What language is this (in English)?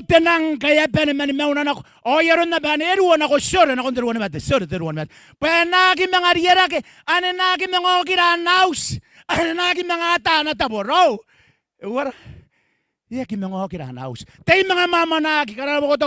Gilbertese